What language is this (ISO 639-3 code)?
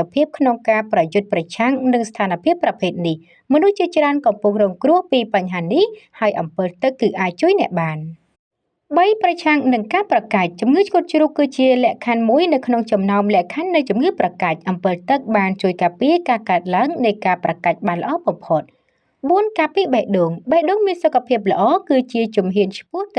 khm